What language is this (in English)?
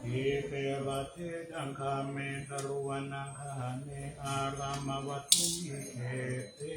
Pali